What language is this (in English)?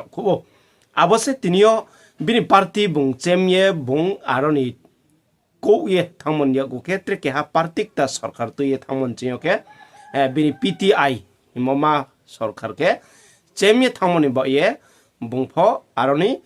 Riang (India)